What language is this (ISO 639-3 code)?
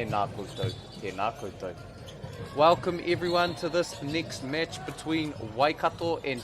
mri